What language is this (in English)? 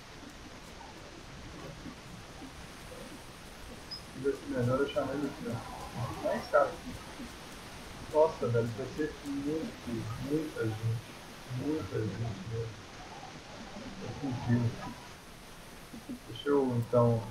Portuguese